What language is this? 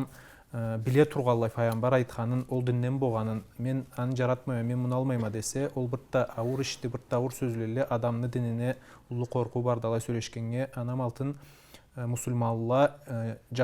Karachay-Balkar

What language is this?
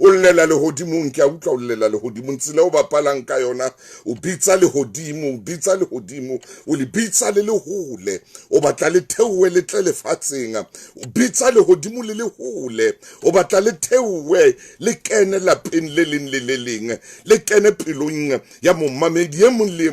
Southern Sotho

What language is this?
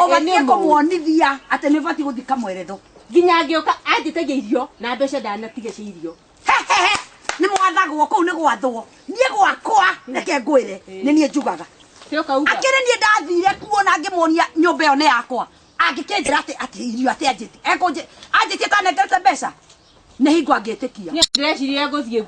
Kikuyu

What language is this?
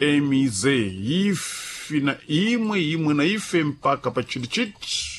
Sena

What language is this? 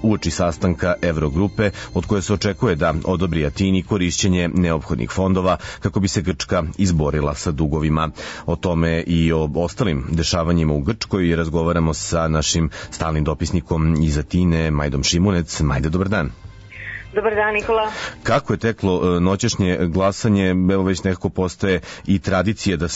Serbian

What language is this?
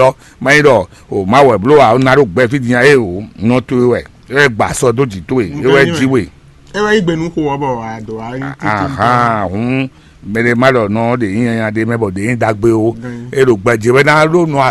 Fon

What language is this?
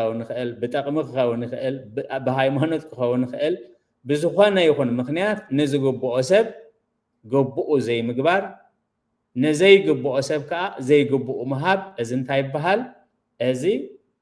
Tigrinya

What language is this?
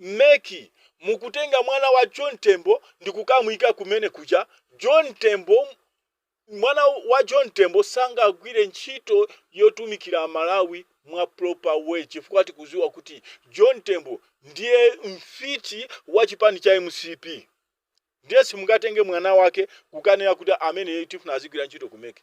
Nyanja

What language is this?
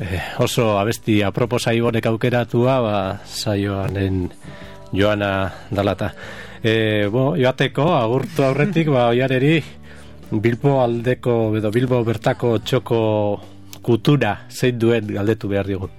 Basque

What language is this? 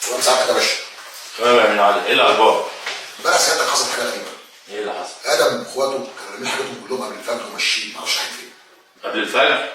Egyptian Arabic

